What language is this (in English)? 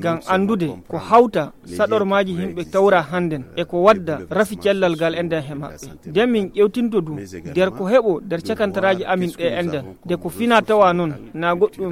Nigerian Fulfulde